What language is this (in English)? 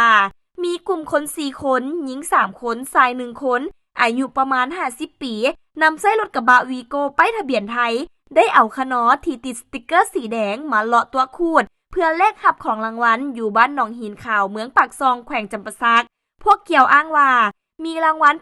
Lao